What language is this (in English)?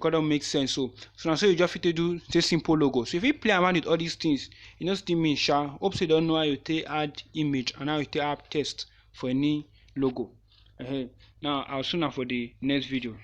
Nigerian Pidgin